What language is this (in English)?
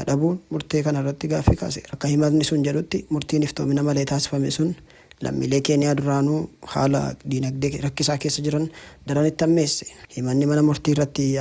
Oromo